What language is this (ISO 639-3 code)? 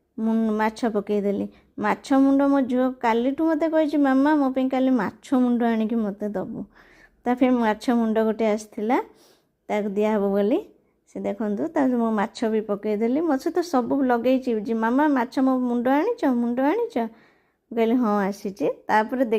ori